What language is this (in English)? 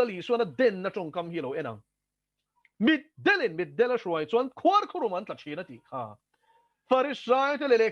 Mizo